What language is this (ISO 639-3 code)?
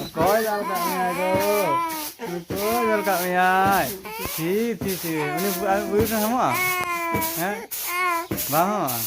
sat